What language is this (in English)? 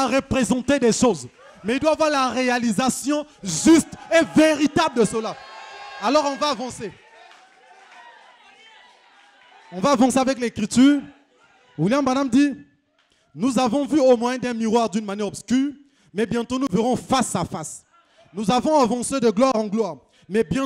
French